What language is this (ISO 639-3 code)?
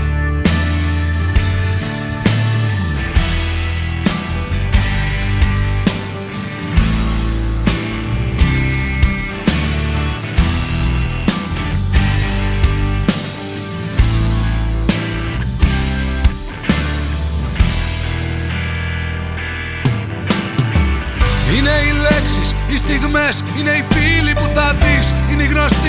ell